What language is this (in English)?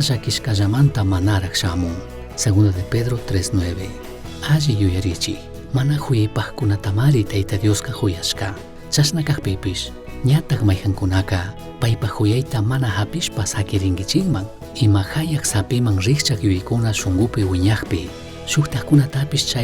Chimborazo Highland Quichua